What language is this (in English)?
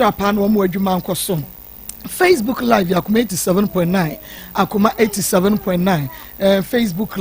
Akan